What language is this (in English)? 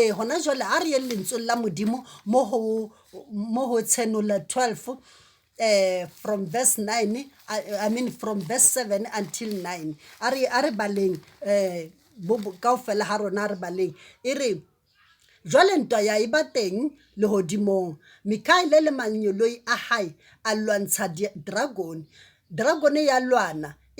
Southern Sotho